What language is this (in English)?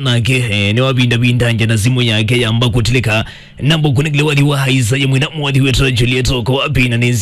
Kamba